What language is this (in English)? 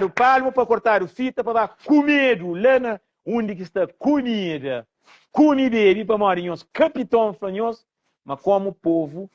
Kabuverdianu